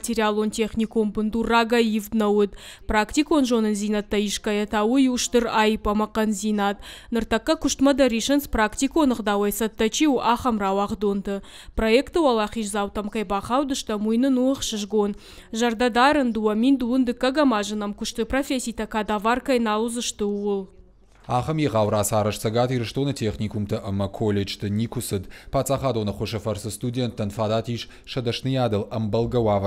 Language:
Ossetic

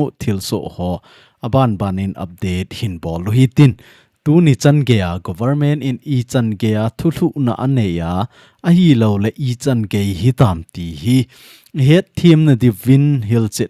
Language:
Thado Chin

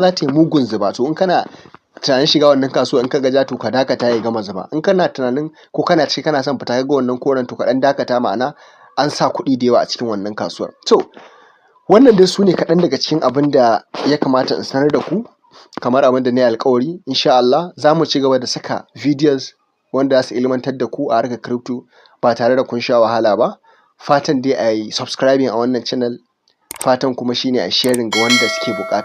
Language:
Hausa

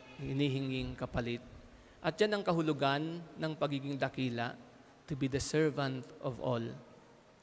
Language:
Filipino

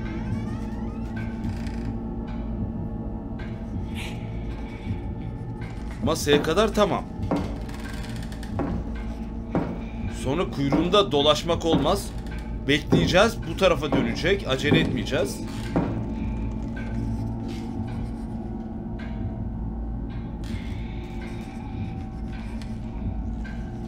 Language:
Turkish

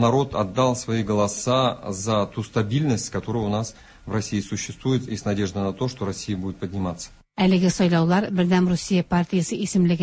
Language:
Tatar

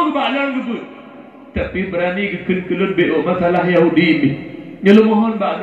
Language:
Achinese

